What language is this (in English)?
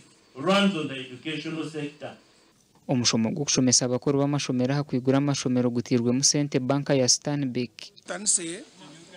Nyankole